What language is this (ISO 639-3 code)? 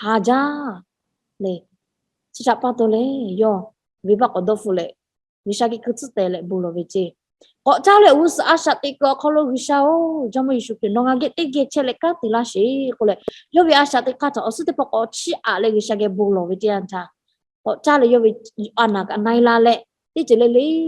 lhu